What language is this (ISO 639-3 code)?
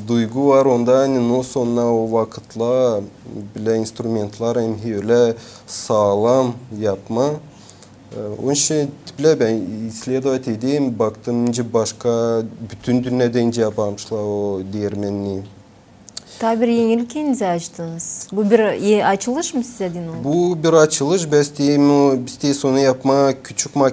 gag